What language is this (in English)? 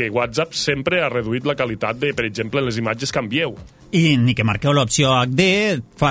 Catalan